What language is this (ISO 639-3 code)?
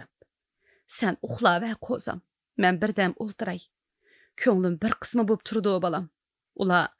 uig